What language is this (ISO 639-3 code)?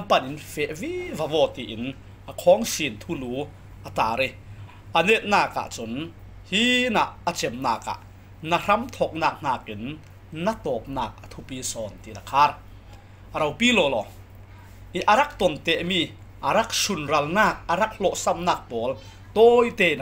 cfm